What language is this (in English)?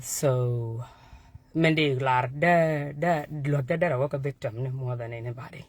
Nuer